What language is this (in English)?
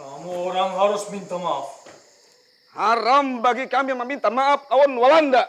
Banjar